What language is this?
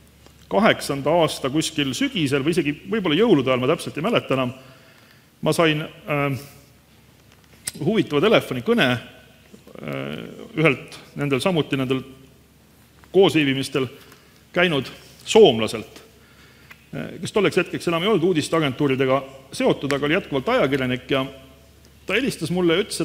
Estonian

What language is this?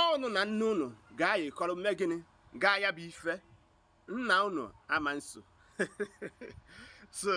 Igbo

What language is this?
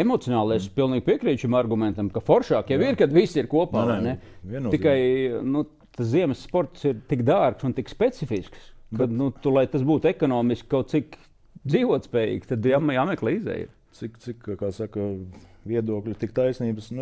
Latvian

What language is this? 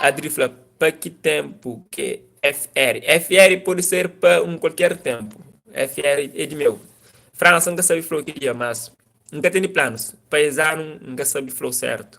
Kabuverdianu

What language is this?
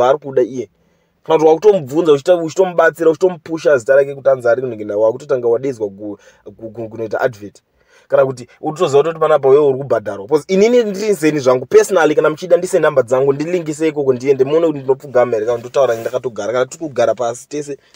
Shona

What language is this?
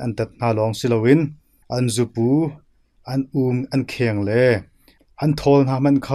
Hakha Chin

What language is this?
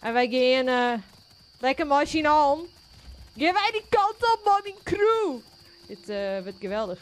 Western Frisian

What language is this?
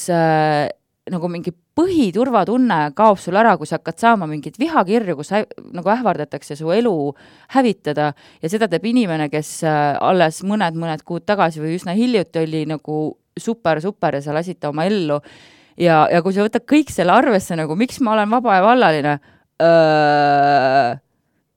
Estonian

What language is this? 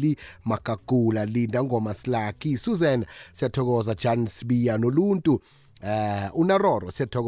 South Ndebele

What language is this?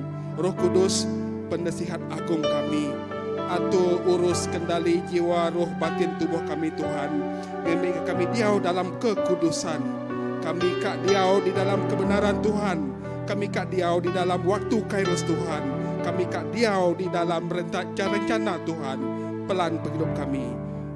Iban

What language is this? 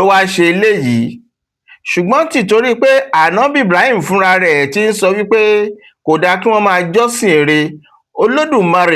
Yoruba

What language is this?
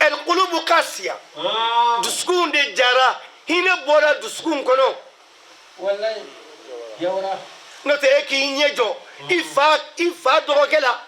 Bambara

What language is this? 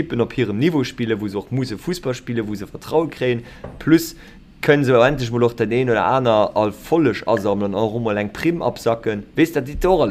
Luxembourgish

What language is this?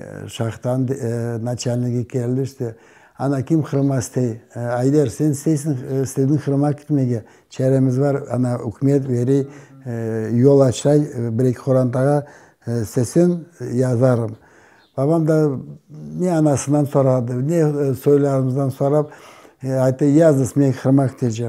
Crimean Tatar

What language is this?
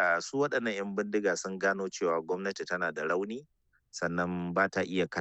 Hausa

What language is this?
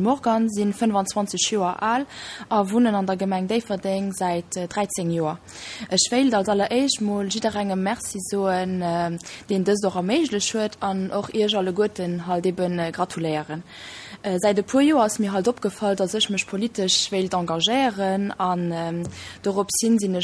Luxembourgish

